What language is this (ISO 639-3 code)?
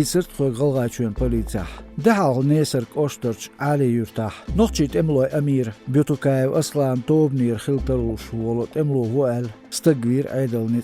che